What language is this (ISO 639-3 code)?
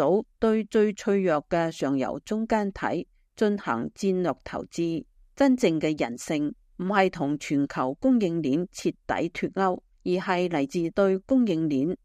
yue